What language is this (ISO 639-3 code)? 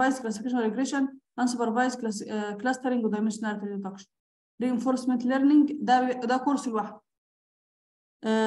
arz